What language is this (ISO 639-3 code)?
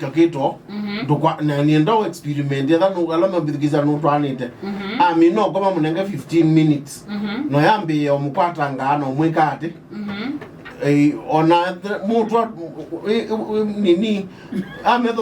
kam